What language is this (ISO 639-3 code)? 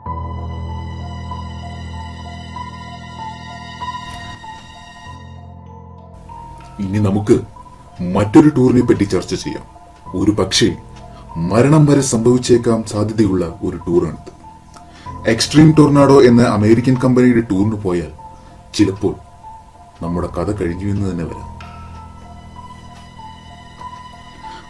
mal